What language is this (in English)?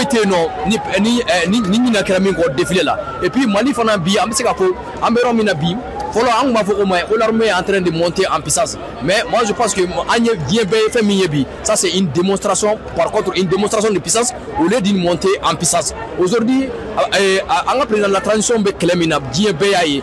Bambara